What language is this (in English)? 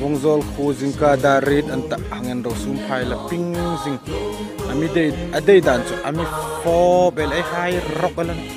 Hmar